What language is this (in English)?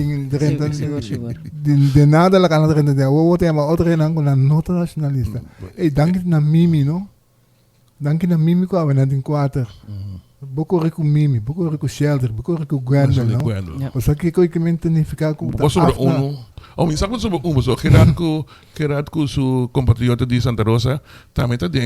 Papiamento